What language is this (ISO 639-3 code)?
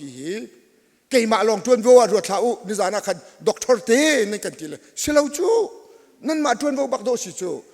cnh